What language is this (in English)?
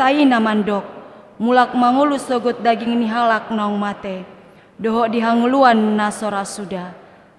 Batak Toba